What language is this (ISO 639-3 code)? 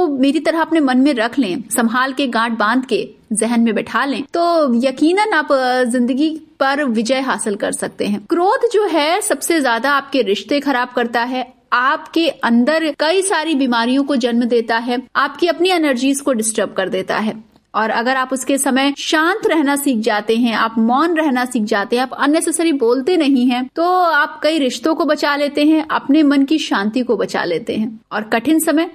hin